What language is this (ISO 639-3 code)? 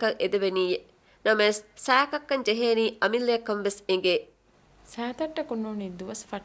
div